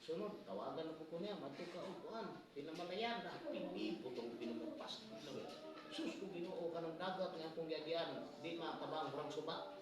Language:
Cebuano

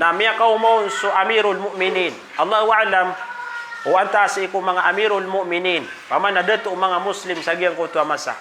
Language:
Maranao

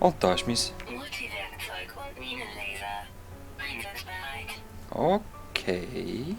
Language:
Swiss German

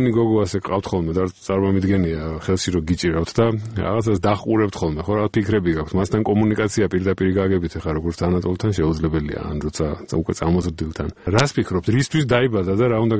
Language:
Georgian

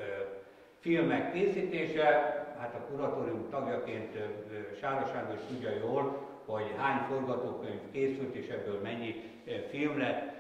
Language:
Hungarian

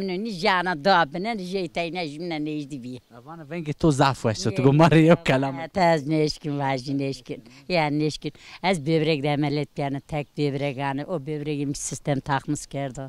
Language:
Zaza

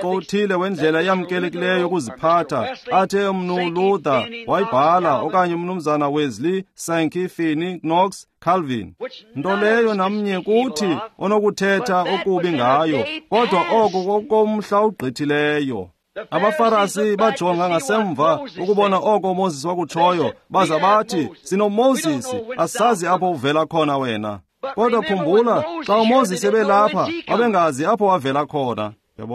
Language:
Xhosa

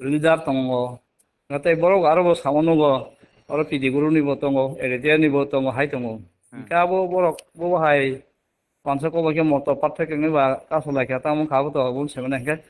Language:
Kok Borok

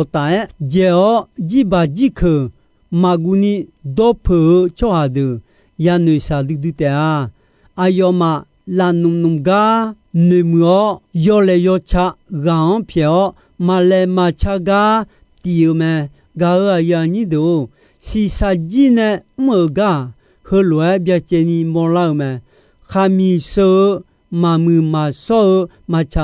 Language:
Akha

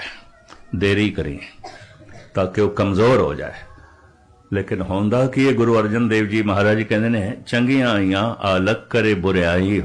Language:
Punjabi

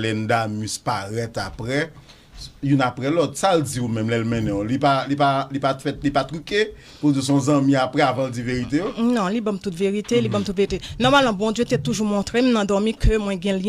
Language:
Haitian Creole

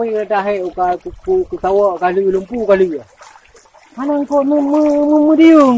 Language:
Achinese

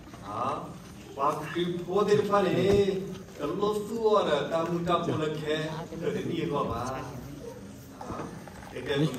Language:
S'gaw Karen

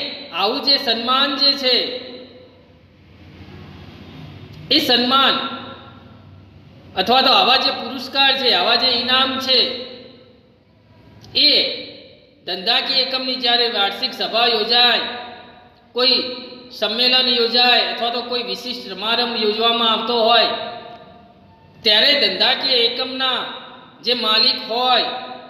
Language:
Gujarati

